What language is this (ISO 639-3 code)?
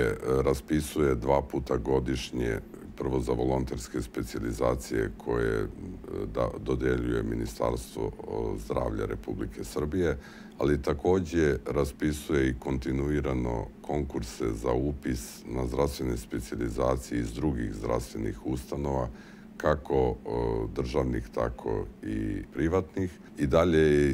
srp